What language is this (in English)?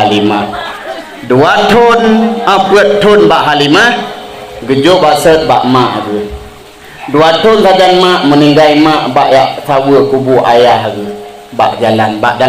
Achinese